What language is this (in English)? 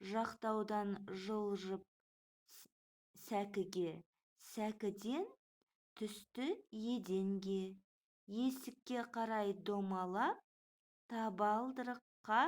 Kazakh